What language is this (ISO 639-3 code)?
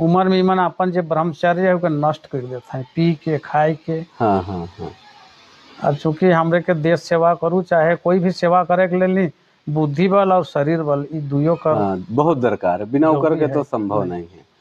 sck